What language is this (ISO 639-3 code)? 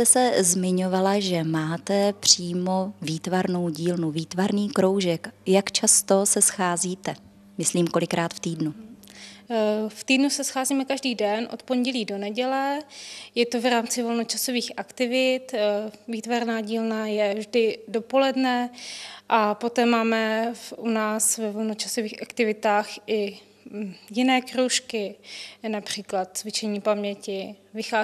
ces